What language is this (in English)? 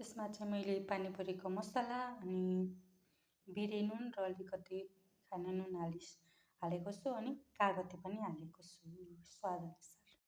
Nepali